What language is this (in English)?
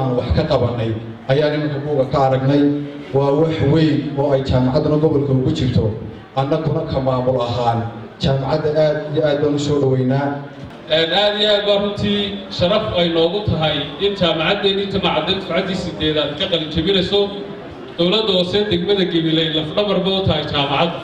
Somali